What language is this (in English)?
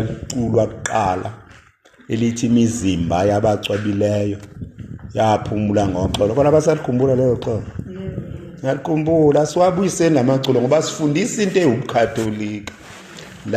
Zulu